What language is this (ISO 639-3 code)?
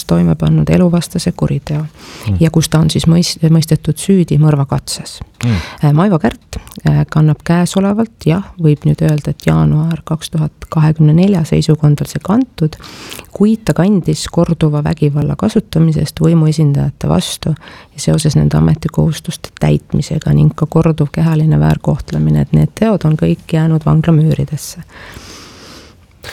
est